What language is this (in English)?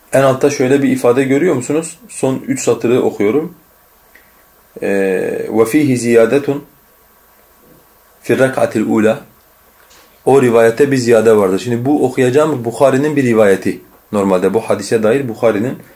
Turkish